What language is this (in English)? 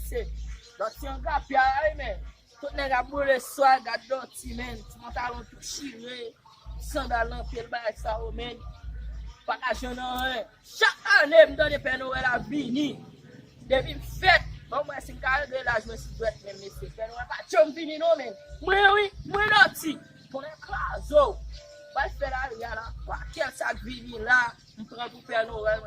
Haitian Creole